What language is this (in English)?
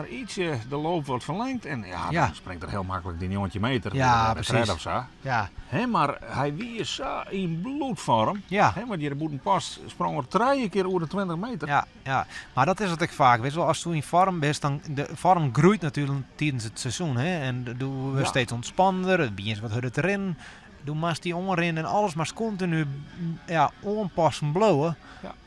Western Frisian